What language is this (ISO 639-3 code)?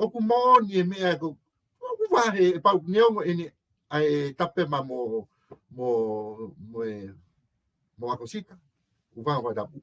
ton